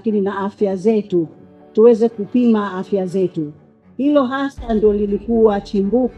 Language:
Swahili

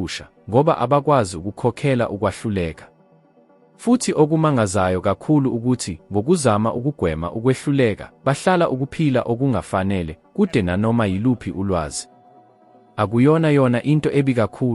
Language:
Zulu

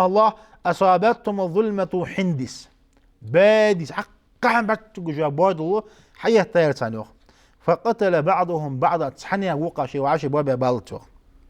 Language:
Ingush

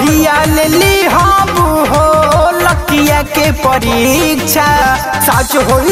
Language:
Bhojpuri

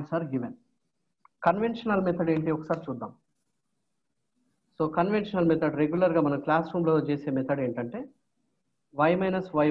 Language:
Telugu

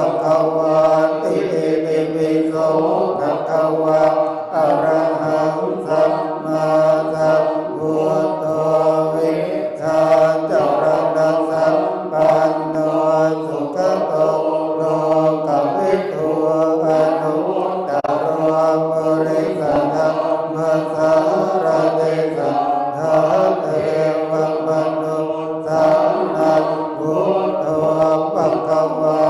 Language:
Pali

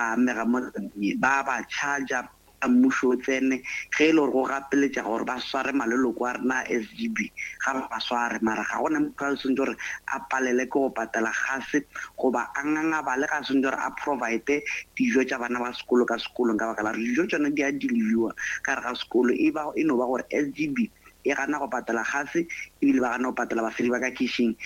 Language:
Northern Sotho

